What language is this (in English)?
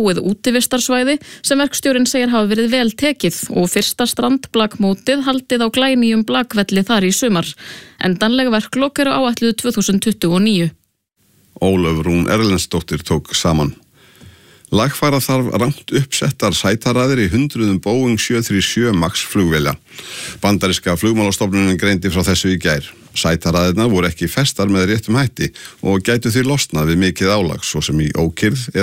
Icelandic